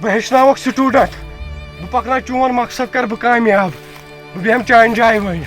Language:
Kashmiri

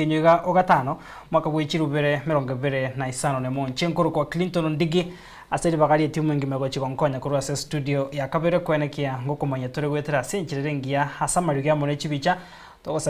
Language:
Gusii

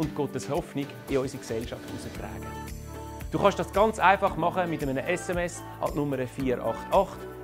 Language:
Swiss German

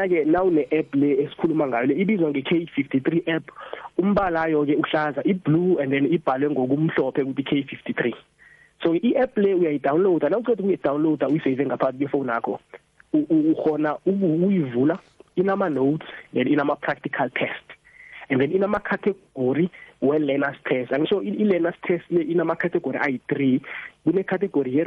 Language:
South Ndebele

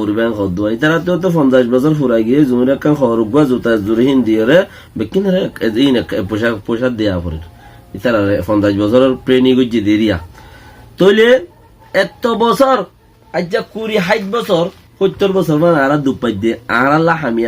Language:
Rohingya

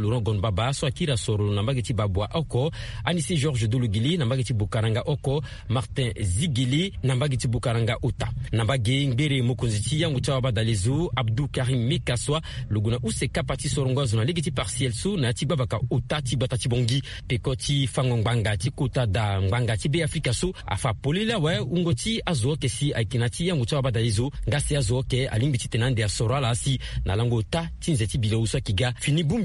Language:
Sango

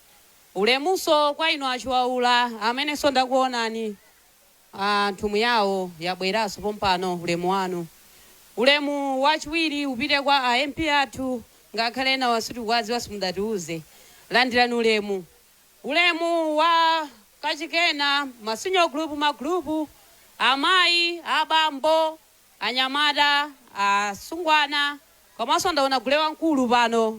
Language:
Nyanja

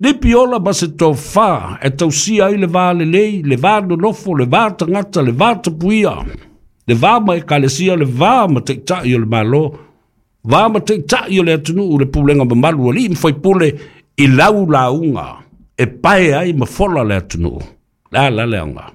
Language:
Samoan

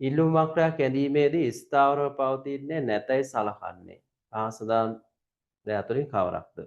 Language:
Sinhala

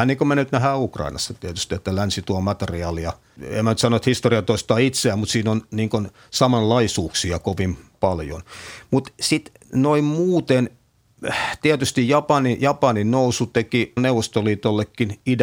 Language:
Finnish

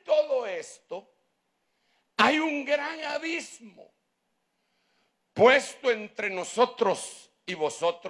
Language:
Spanish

